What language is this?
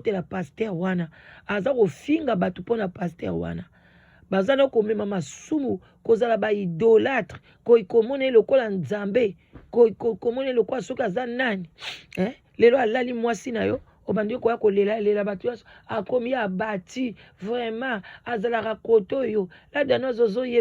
Lingala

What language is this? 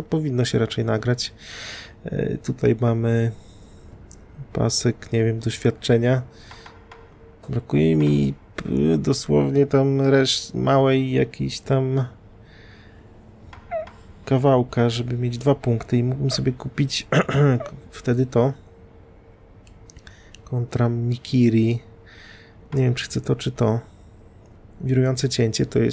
Polish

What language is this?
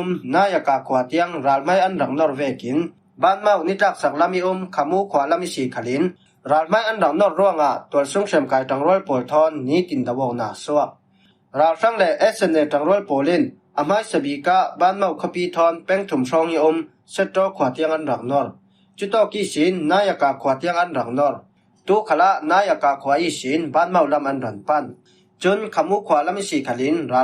Falam Chin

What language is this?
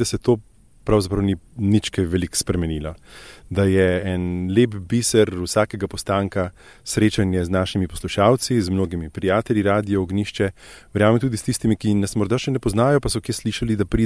Slovenian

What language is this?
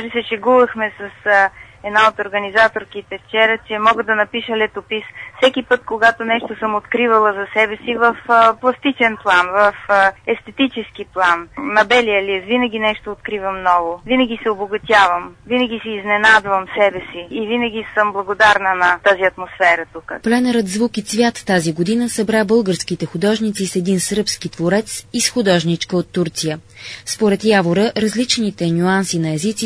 Bulgarian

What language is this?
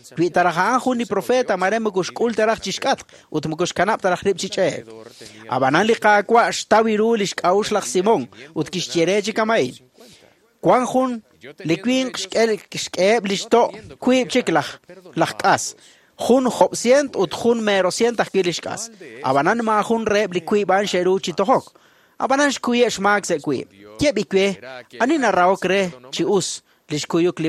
Kekchí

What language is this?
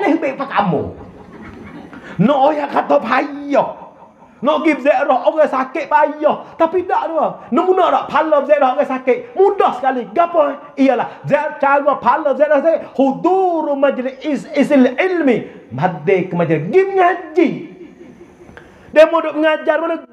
Malay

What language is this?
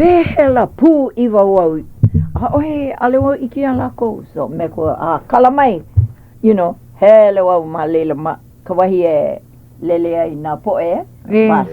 Hawaiian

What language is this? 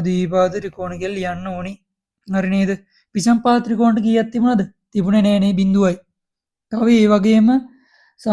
Sinhala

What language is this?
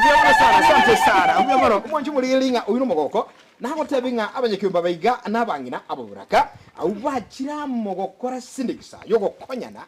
Gusii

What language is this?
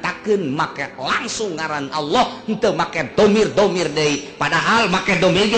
Sundanese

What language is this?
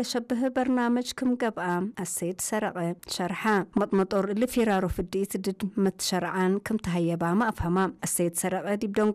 Tigre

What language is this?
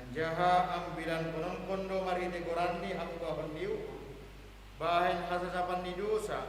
Batak Simalungun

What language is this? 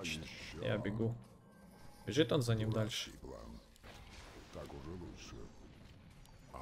Russian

